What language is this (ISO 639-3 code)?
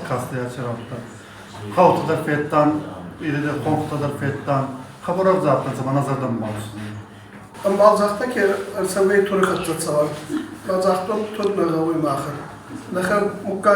oss